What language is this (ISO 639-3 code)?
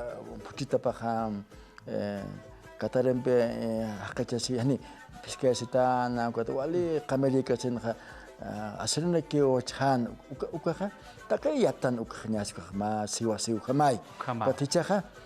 aym